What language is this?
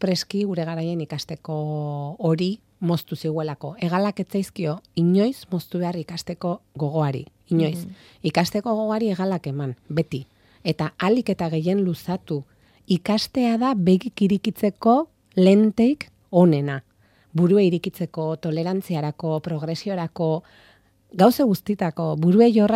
Basque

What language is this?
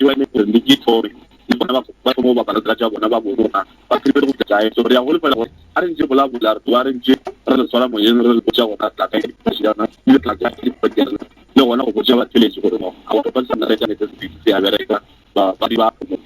Northern Sotho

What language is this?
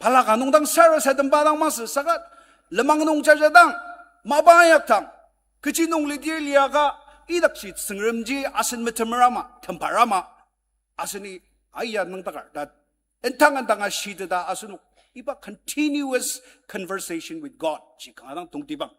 Ao Naga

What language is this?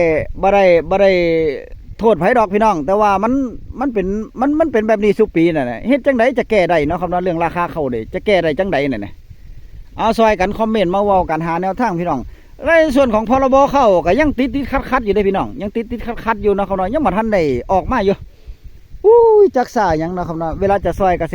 Northeastern Thai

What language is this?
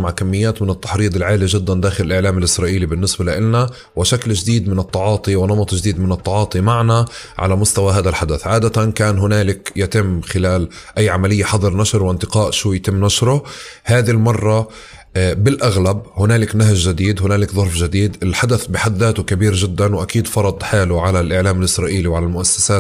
North Levantine Arabic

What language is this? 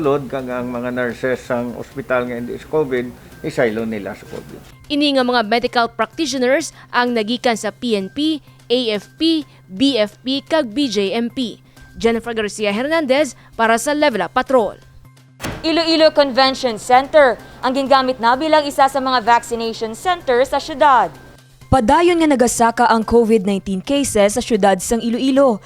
Hiligaynon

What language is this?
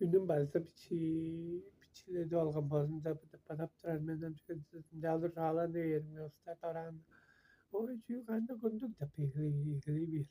Tuvinian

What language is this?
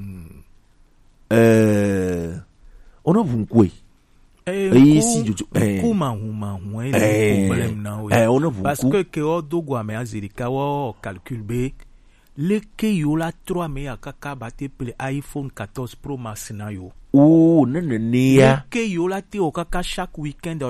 Gen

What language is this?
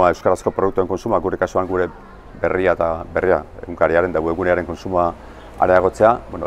Basque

